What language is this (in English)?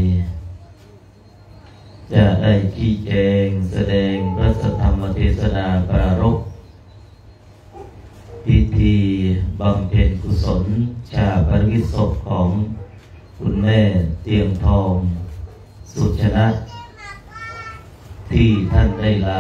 Thai